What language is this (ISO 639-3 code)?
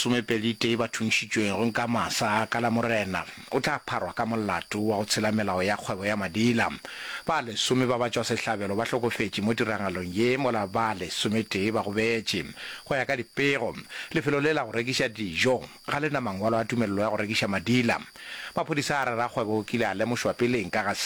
nso